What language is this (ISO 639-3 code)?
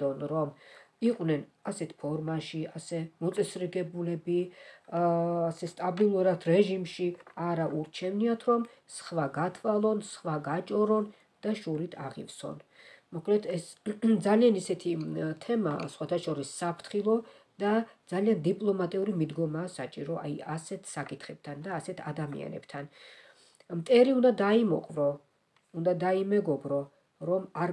kat